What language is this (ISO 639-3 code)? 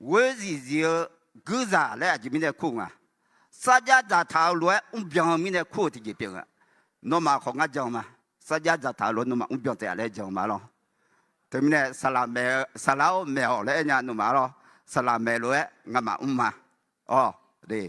ahk